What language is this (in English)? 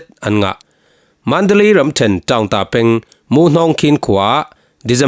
Falam Chin